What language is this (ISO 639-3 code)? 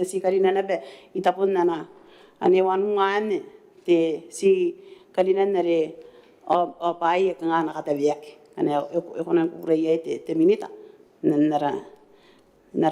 gil